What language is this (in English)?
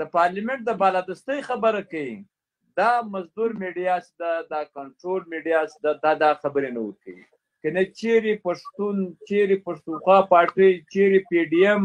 Pashto